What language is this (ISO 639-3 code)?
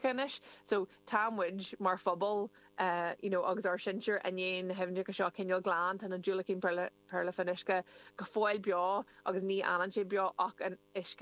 gle